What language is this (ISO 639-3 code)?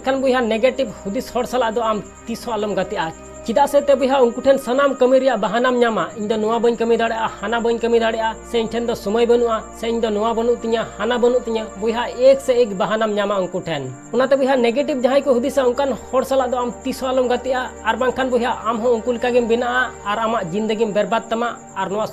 sat